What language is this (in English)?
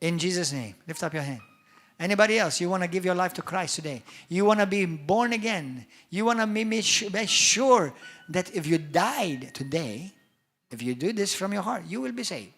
English